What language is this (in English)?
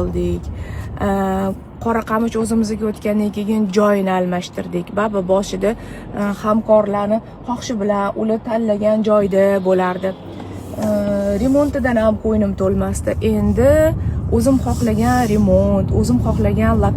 Uzbek